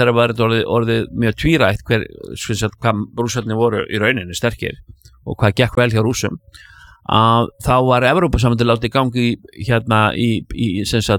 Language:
Icelandic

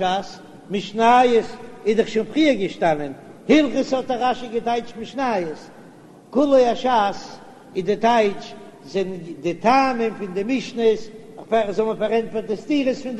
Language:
Yiddish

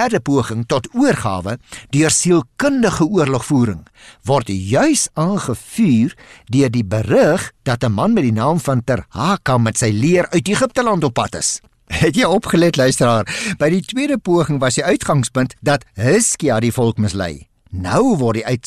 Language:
Afrikaans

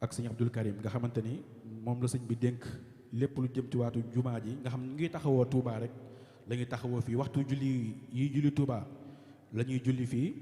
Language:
Wolof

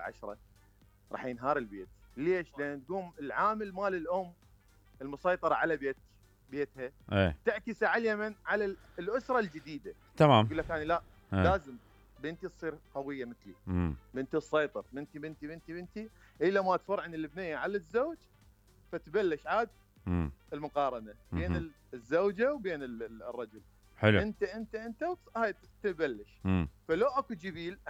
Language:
Mesopotamian Arabic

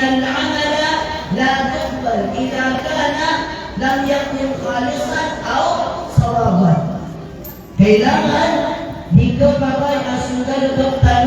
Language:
Maranao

